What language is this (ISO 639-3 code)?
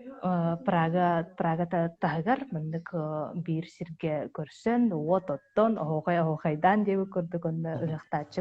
sah